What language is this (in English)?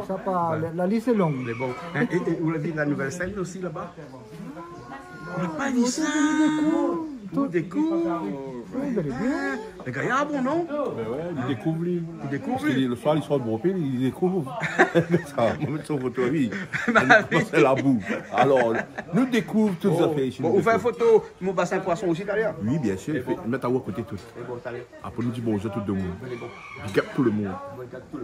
Réunion Creole French